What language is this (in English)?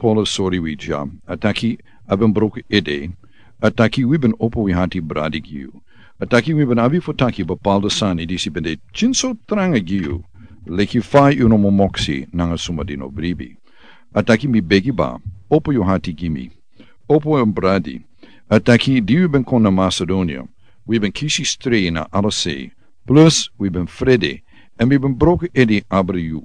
Sranan Tongo